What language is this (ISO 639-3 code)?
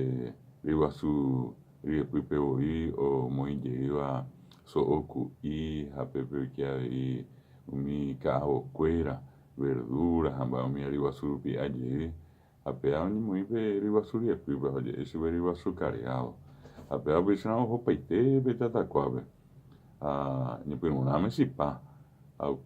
grn